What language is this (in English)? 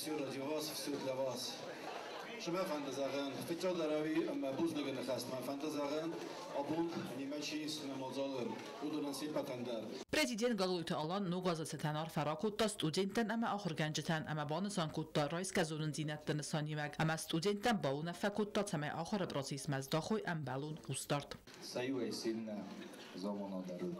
Ossetic